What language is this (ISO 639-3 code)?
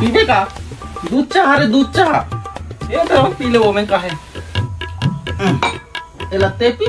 hne